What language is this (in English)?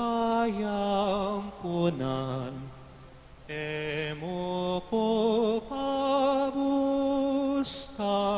Pampanga